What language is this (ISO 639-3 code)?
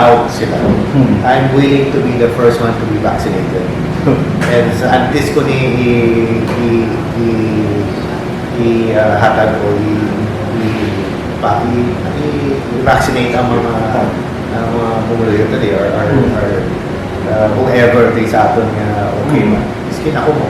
hil